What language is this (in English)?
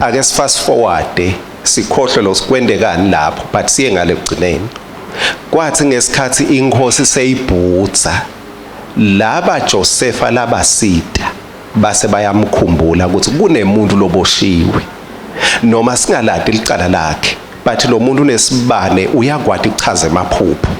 Swati